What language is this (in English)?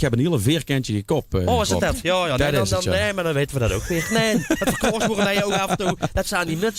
Limburgish